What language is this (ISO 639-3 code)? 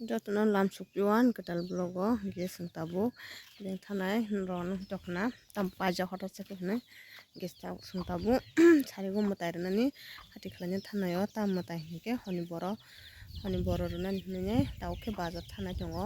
trp